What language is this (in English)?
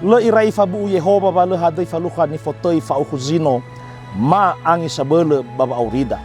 Nias